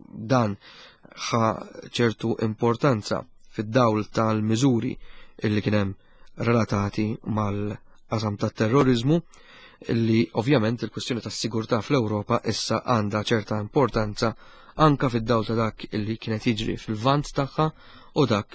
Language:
Maltese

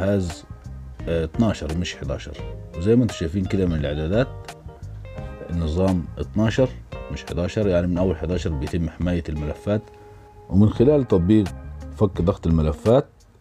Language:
Egyptian Arabic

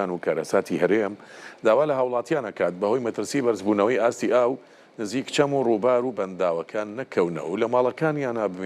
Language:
Central Kurdish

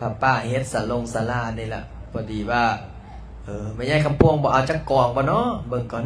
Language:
Lao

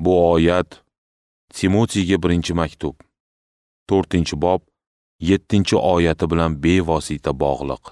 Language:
Uzbek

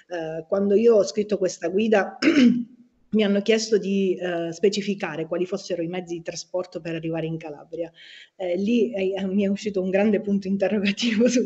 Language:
Italian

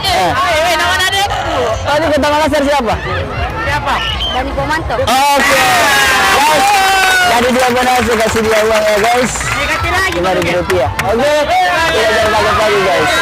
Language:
Makassar Malay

